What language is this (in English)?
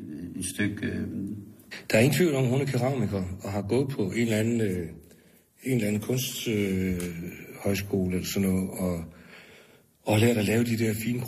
Danish